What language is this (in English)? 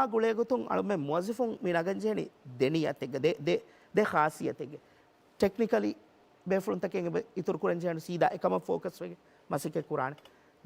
Divehi